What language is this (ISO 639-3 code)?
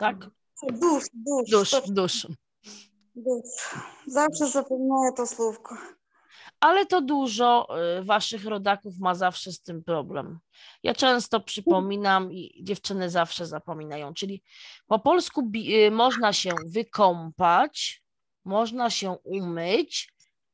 pol